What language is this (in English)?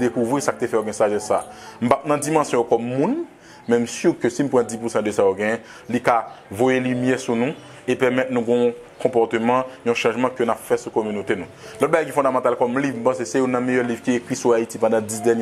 Haitian Creole